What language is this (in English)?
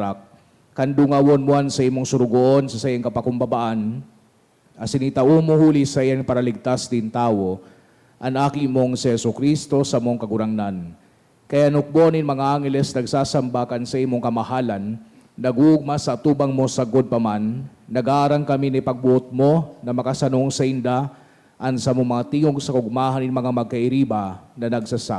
Bikol